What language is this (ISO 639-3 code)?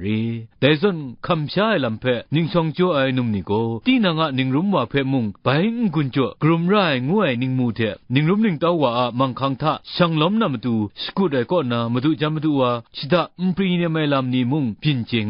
kac